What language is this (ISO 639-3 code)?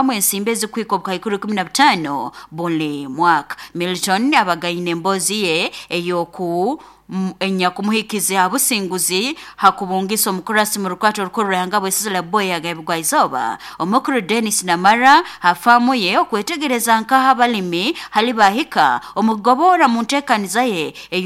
nyo